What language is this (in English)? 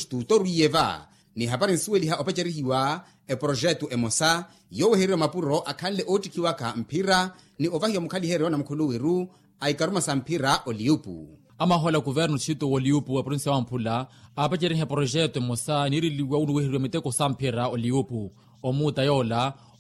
Makhuwa